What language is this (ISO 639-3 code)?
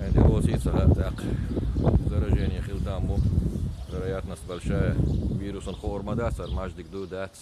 che